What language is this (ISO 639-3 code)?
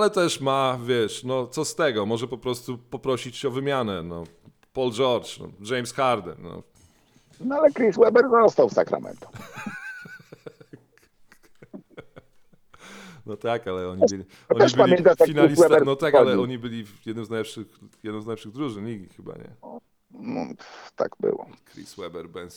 pol